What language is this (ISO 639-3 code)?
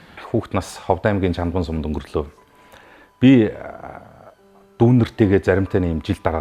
mon